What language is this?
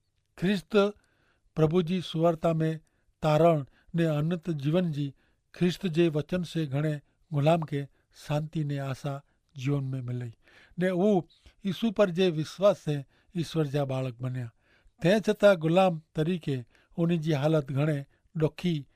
Kachhi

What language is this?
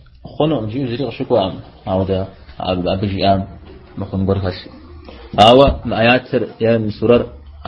Kabardian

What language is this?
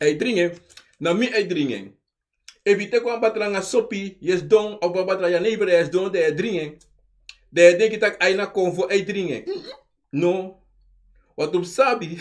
Sranan Tongo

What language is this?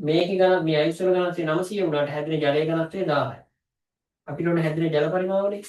Sinhala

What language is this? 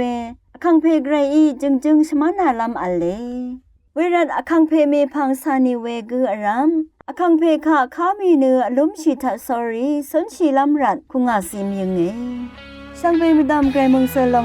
Rawang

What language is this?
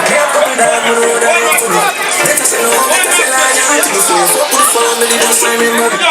Jamaican Creole English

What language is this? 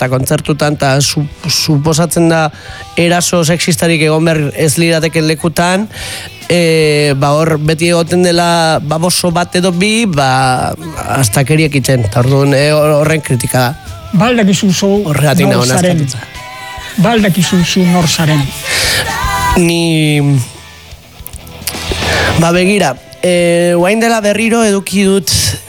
Basque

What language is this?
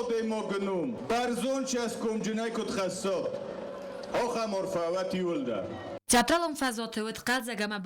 Ossetic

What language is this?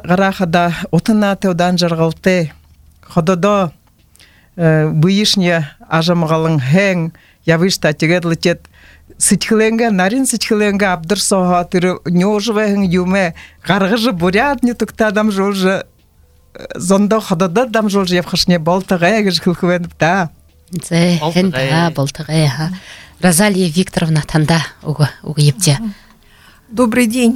Buriat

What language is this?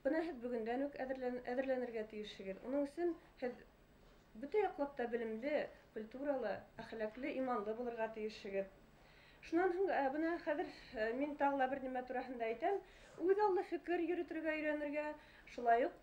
Bashkir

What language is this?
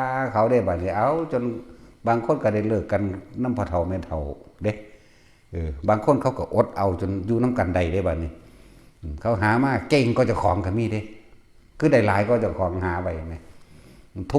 Northeastern Thai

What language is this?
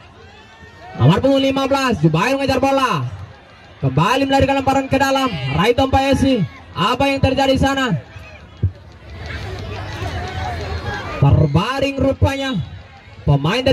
Indonesian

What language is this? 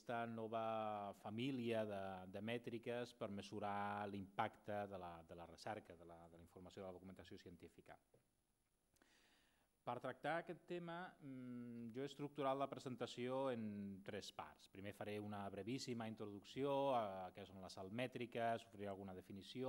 Catalan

